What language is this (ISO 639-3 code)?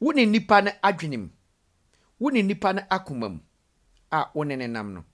aka